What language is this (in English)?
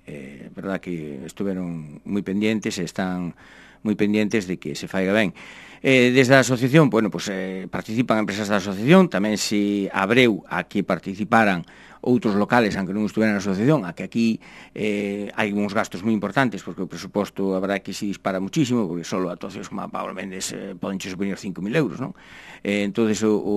Galician